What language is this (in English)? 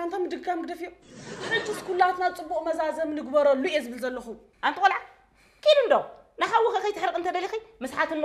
Tigrinya